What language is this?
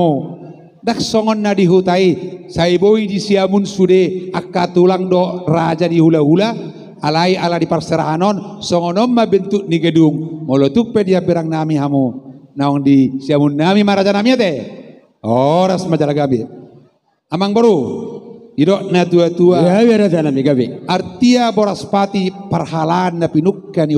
Batak Toba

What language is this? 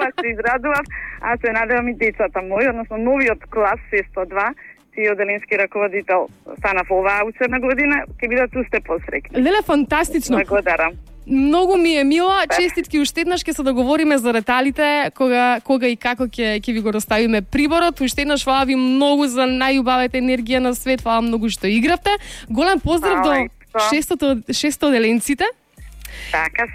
Macedonian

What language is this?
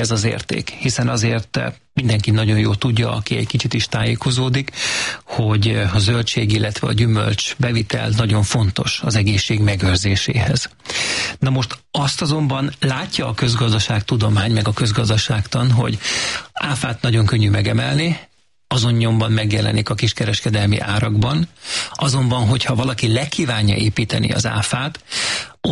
Hungarian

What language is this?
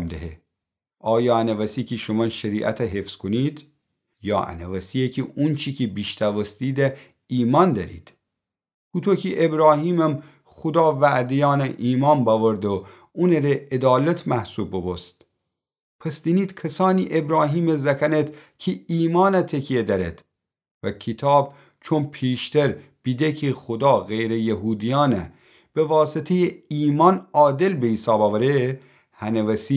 Gilaki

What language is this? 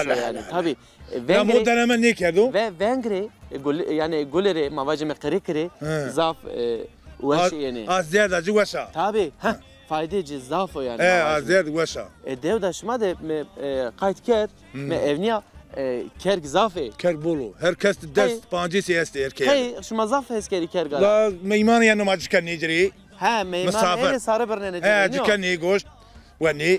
Zaza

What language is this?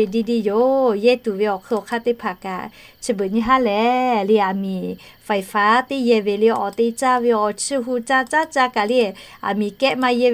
Lahu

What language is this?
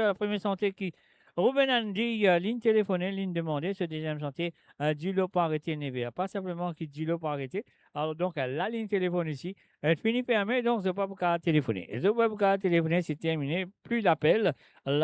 Morisyen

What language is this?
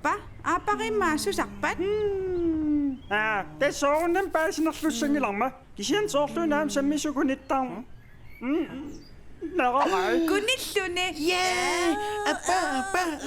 Kalaallisut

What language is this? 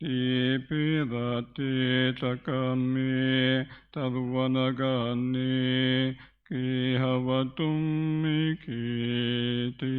Pali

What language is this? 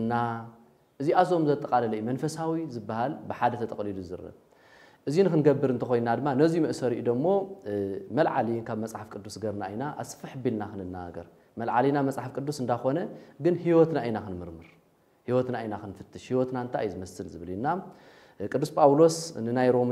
Tigrinya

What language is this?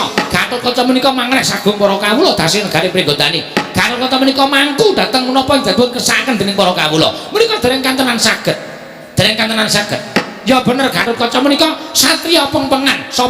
Javanese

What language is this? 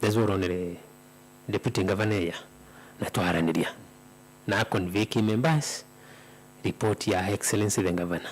Meru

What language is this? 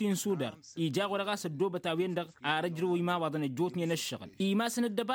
Tamasheq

